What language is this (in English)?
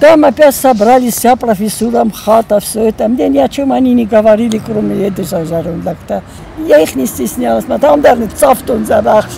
Ossetic